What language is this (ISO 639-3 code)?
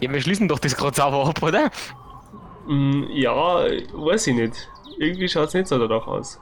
bar